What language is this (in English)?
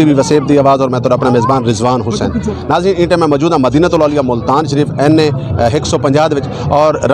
Saraiki